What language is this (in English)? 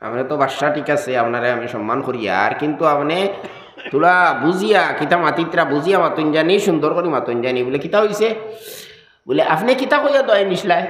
Sylheti